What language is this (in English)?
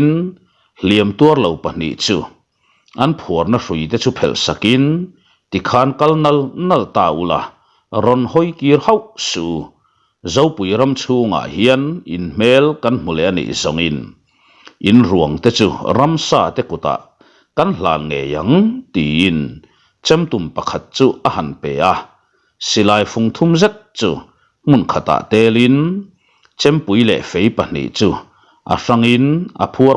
Mizo